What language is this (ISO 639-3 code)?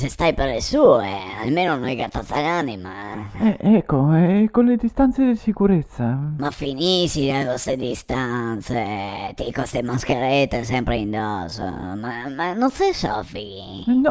vec